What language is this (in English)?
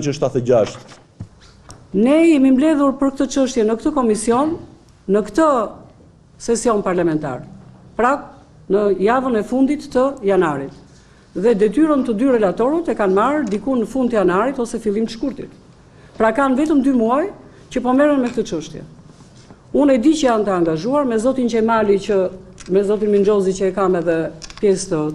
Albanian